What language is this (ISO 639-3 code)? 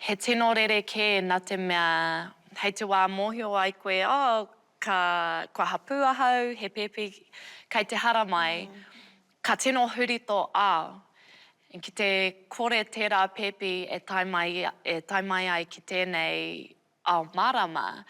mri